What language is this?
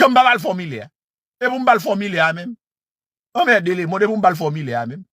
Haitian Creole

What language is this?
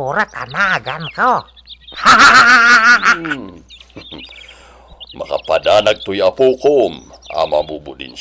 Iloko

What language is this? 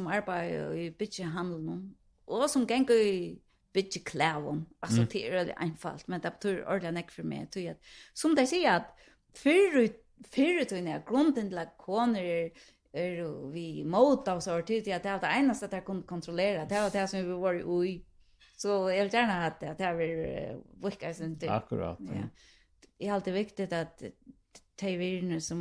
Faroese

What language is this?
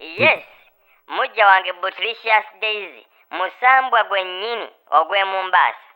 Ganda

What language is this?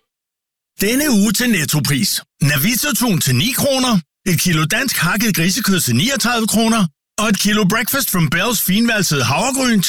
Danish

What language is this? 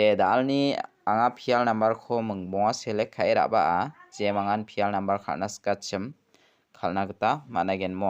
Garo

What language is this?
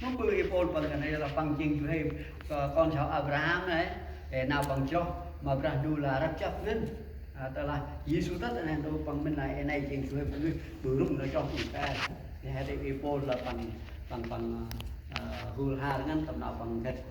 Central Mnong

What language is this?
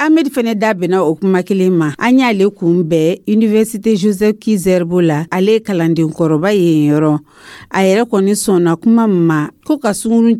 Dyula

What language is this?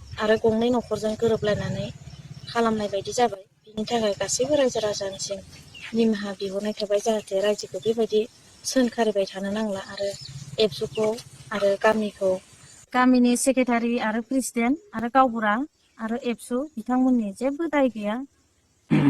Bodo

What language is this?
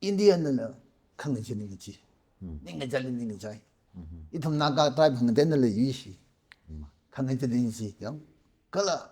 Tangkhul Naga (India)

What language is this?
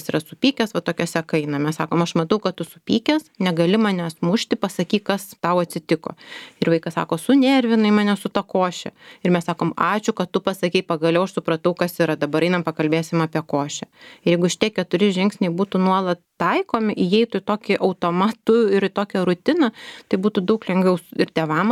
Lithuanian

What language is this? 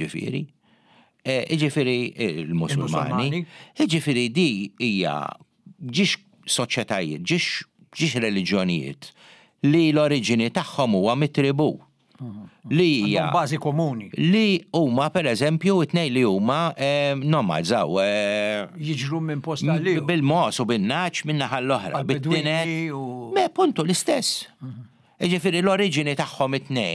Maltese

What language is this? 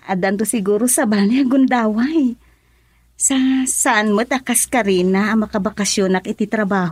Iloko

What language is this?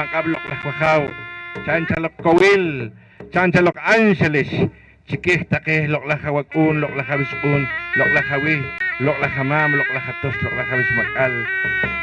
Poqomchi'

